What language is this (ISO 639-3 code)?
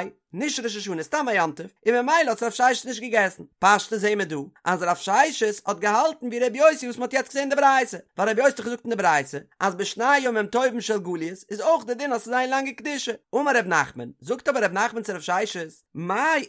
yid